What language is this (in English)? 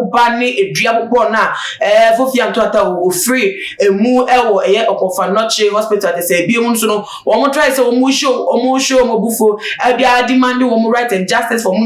Akan